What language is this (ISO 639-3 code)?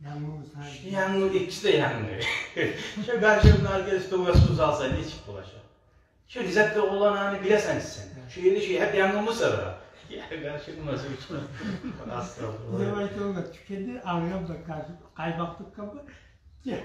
kum